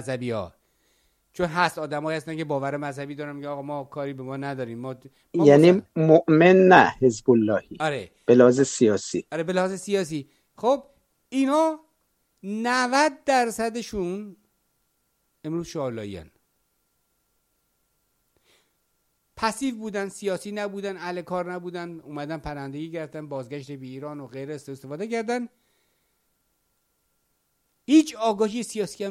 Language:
Persian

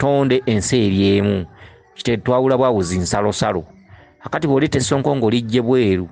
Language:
Ganda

